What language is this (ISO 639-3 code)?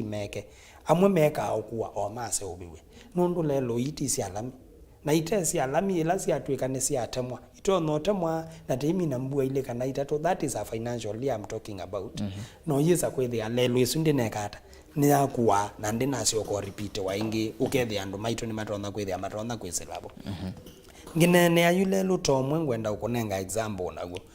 kam